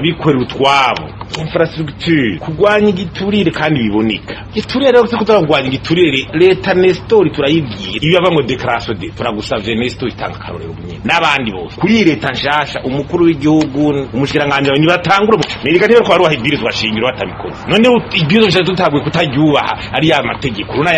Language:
Rundi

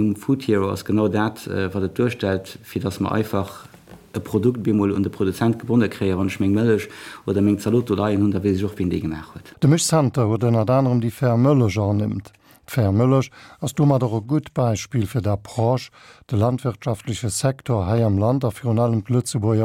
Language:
Luxembourgish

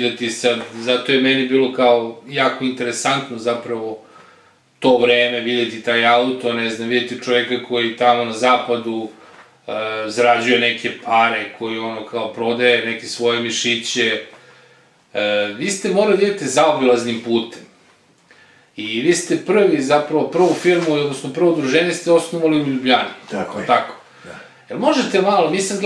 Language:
Serbian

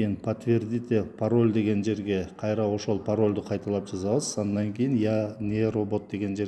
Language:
Kyrgyz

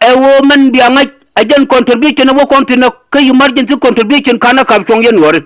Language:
Nuer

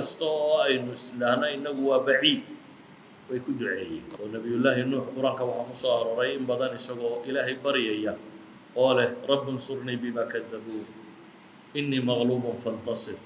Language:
Somali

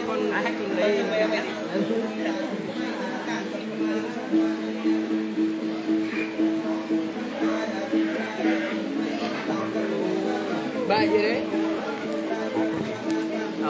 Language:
Vietnamese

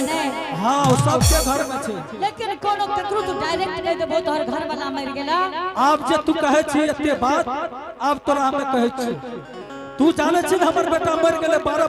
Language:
Angika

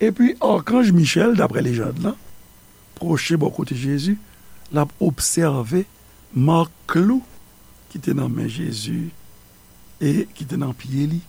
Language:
Haitian Creole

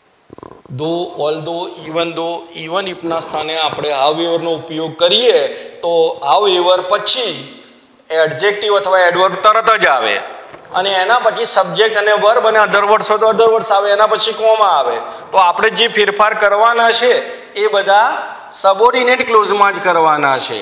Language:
Gujarati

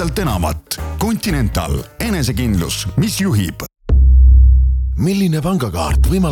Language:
Estonian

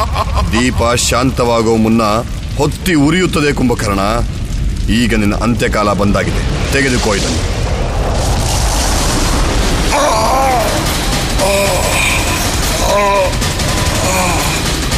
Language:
Kannada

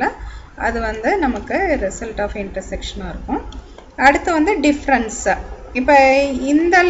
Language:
Tamil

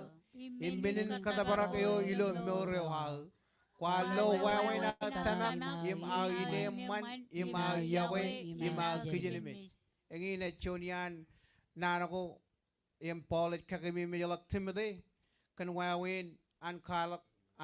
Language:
Marshallese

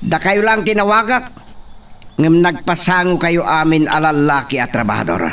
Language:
Iloko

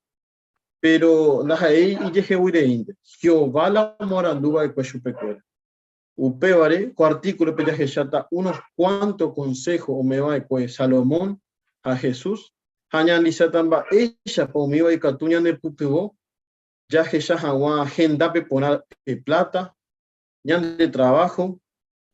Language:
Guarani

